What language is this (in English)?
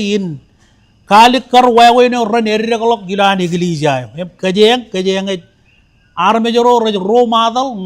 Marshallese